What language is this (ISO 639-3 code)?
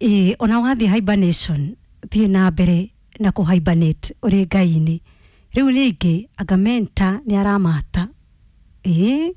kik